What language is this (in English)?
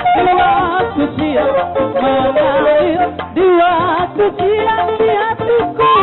Batak Toba